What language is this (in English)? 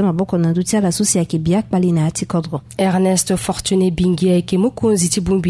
Sango